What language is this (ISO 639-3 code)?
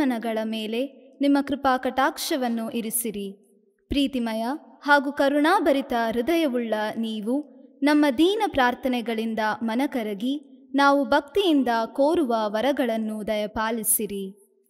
kan